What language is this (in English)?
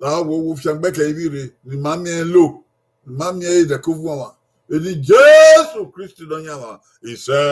Bini